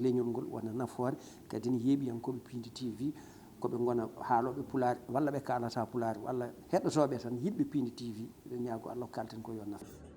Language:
Fula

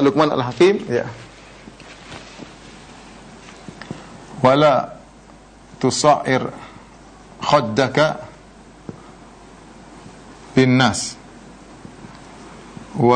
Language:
Indonesian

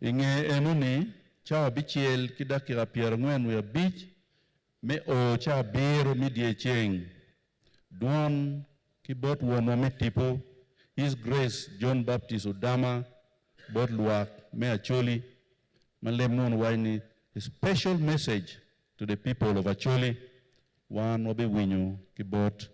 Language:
Acoli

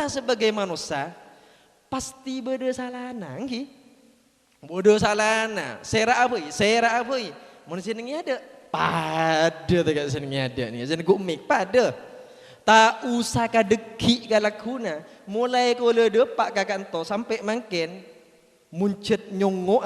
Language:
Madurese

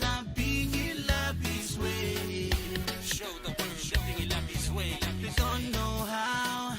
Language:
Pohnpeian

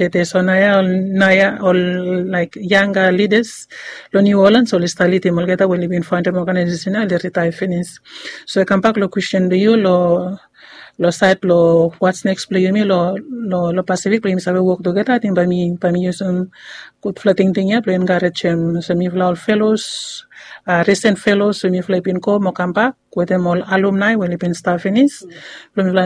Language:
Bislama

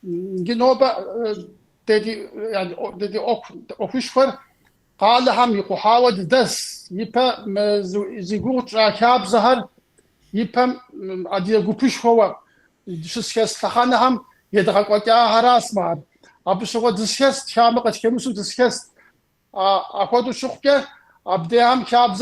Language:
Kabardian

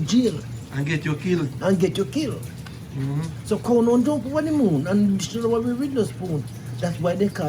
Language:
Jamaican Creole English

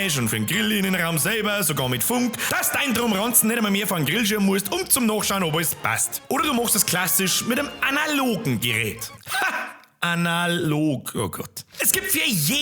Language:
Bavarian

